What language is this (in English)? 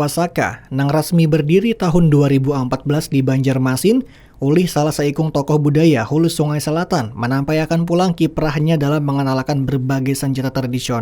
Banjar